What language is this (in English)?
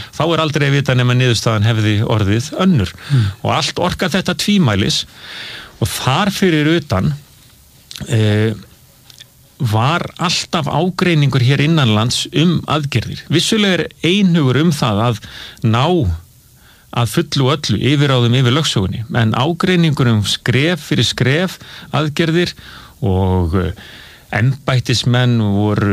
Icelandic